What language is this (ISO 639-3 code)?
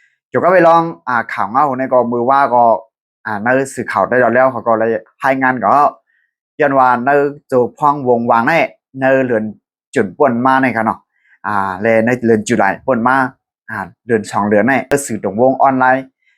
shn